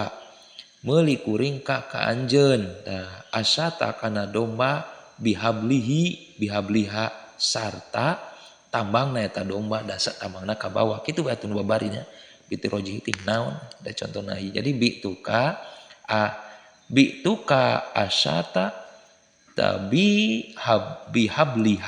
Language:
Sundanese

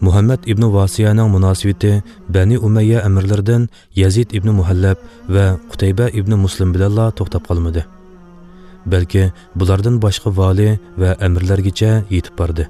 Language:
Uyghur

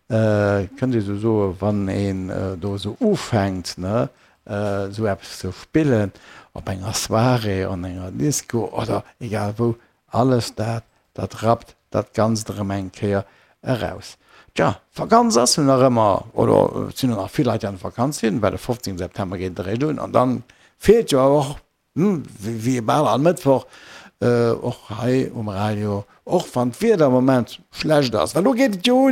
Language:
Luxembourgish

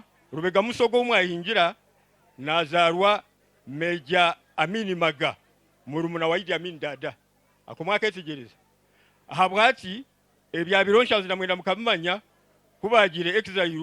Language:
Nyankole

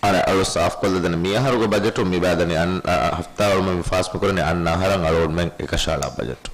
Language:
Divehi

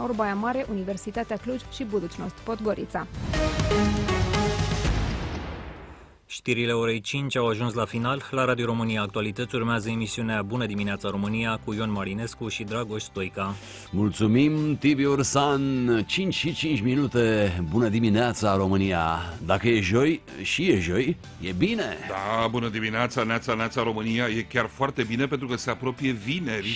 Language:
Romanian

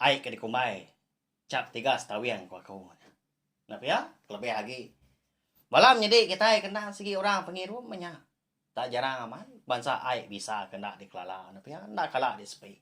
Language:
Iban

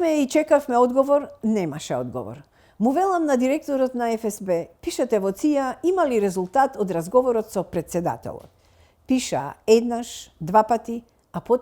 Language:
Macedonian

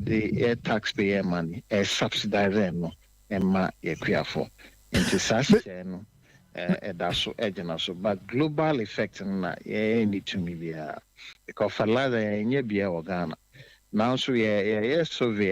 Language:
Akan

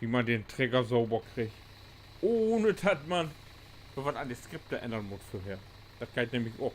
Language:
Low German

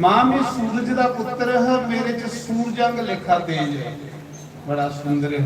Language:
Dogri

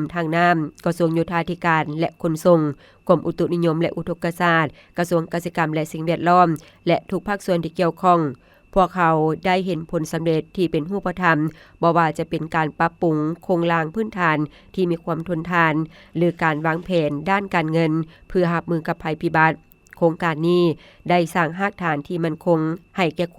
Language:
Lao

